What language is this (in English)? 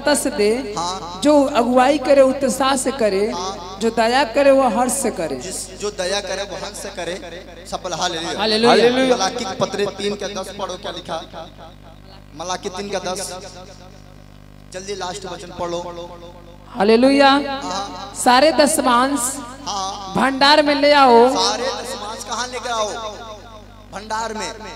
Hindi